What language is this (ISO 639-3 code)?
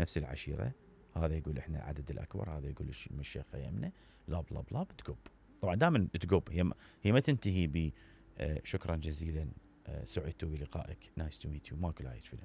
acm